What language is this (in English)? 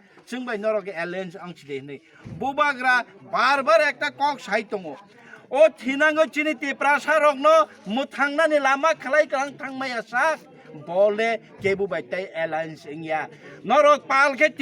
Kok Borok